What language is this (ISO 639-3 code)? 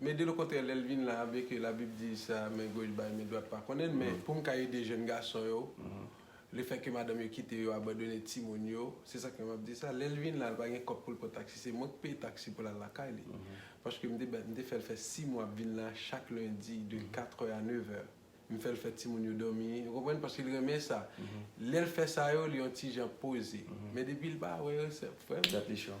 hat